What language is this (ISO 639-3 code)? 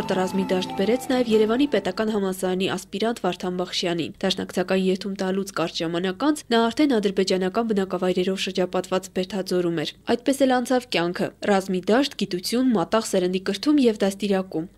hye